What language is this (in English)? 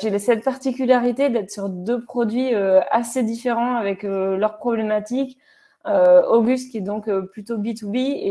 French